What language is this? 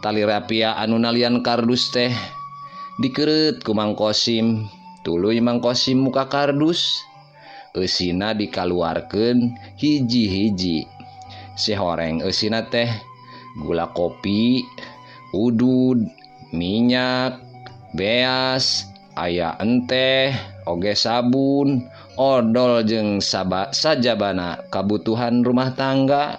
Sundanese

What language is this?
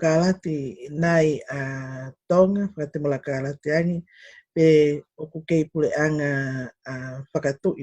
Tongan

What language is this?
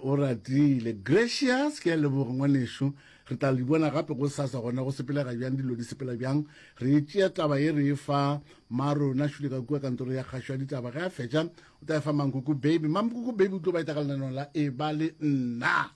Northern Sotho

